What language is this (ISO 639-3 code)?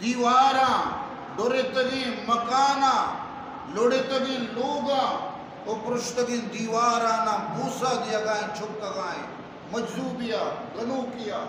bgp